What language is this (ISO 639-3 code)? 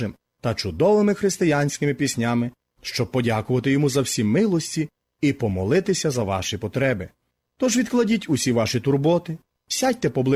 ukr